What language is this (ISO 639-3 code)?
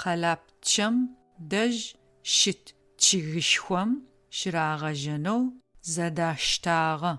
ady